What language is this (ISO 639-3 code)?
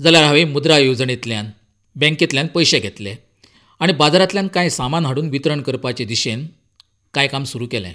kok